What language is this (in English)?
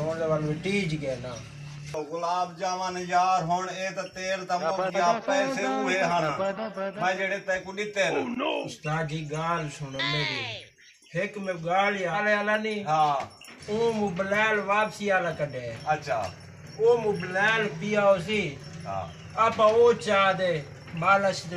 Saraiki